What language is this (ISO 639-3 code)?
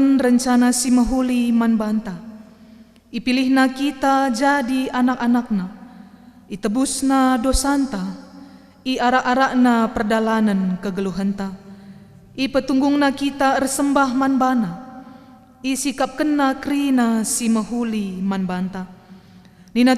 btx